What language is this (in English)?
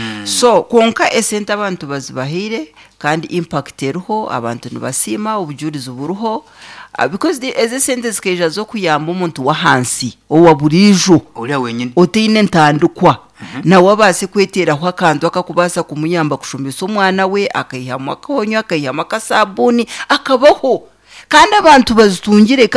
Nyankole